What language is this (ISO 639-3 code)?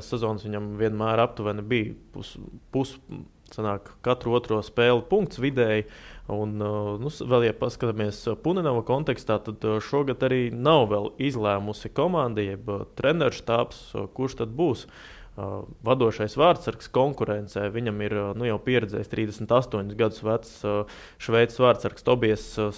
lav